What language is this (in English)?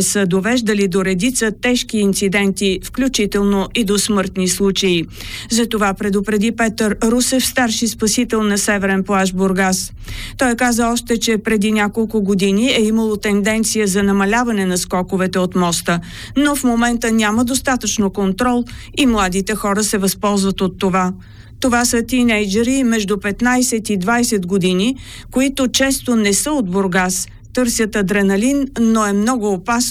Bulgarian